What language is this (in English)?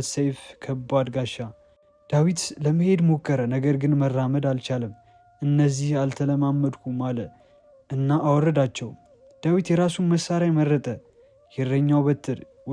Amharic